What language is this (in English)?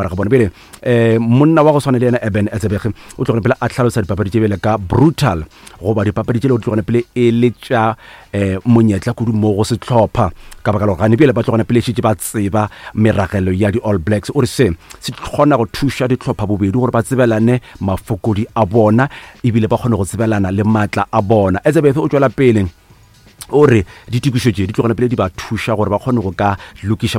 Northern Sotho